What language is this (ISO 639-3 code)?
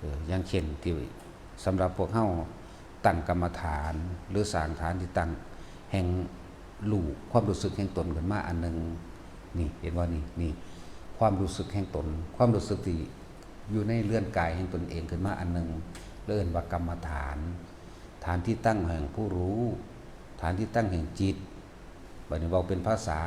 tts